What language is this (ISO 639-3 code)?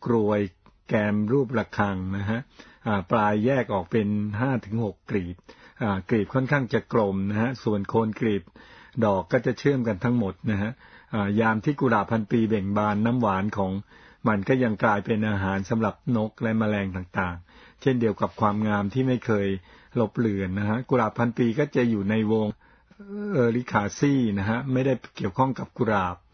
tha